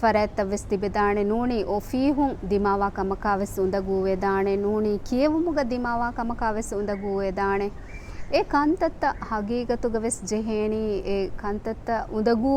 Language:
Divehi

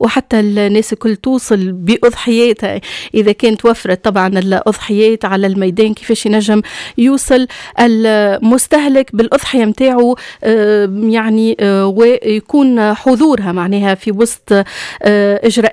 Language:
Tunisian Arabic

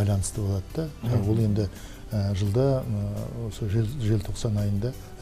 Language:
Kazakh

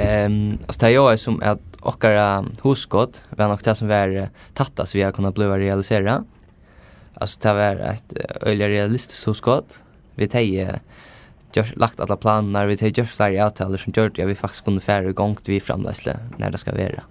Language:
Faroese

